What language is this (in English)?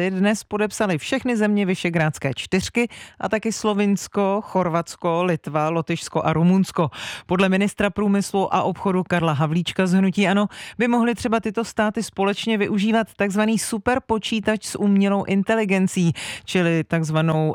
Czech